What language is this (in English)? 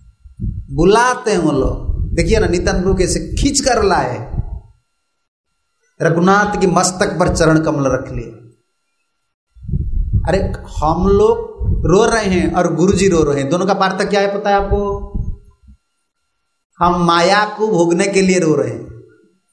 Hindi